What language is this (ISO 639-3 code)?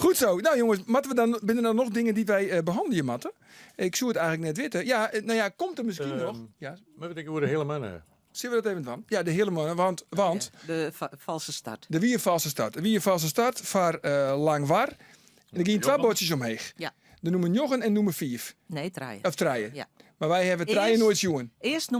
fry